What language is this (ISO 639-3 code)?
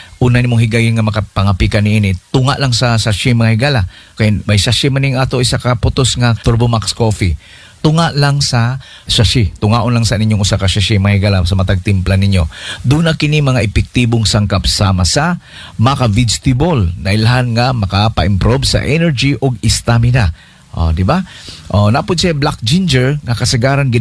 ceb